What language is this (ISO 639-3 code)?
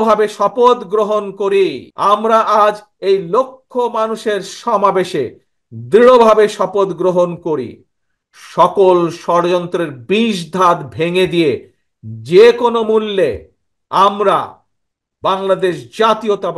ben